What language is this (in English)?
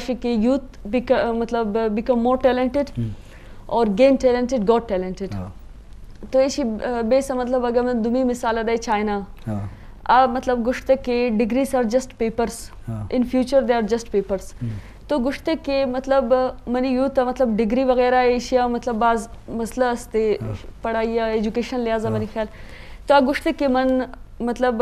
Eastern Balochi